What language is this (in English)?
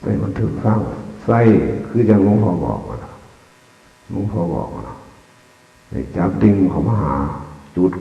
Northeastern Thai